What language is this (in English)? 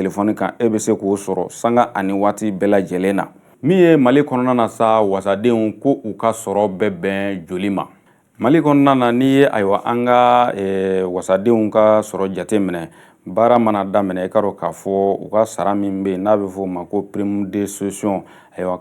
Bambara